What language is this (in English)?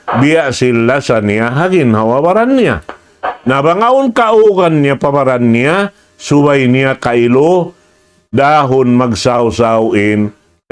Tausug